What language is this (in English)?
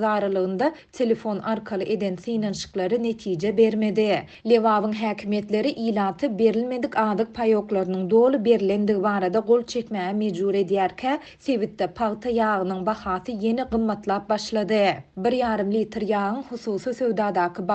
Turkmen